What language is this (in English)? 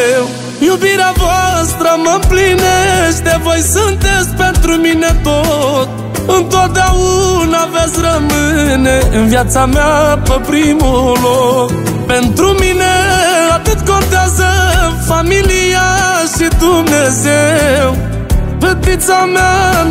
Romanian